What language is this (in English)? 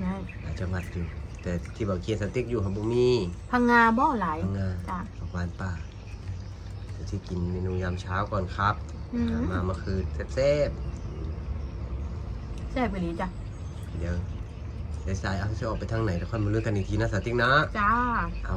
Northeastern Thai